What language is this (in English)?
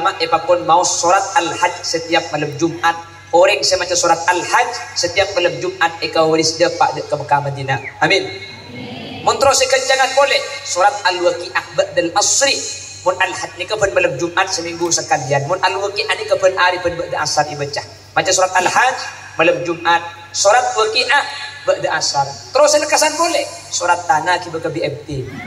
Madurese